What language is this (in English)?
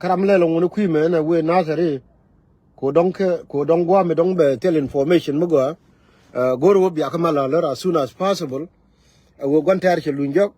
Nuer